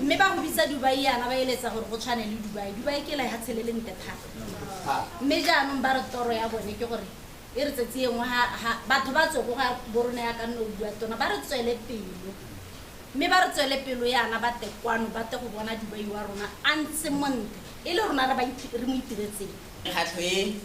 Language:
Tswana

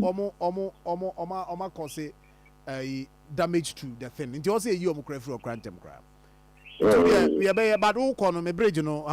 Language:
Akan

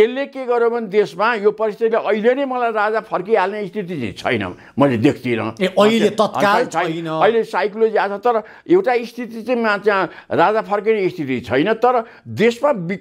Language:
Nepali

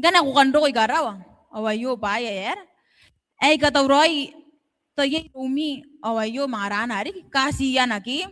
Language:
Gilbertese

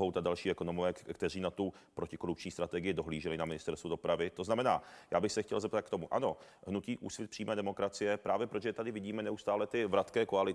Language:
Czech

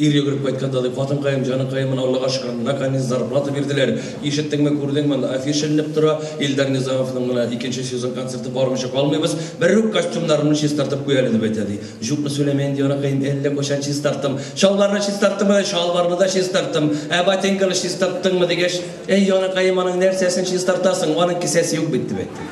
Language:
Tatar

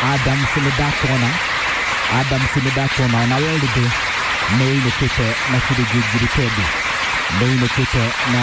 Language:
Kikuyu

